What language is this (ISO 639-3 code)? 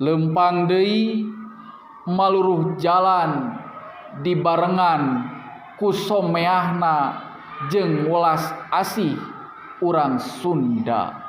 sun